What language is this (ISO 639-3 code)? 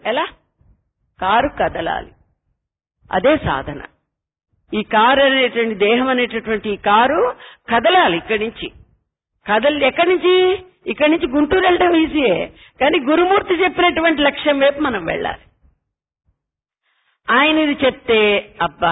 tel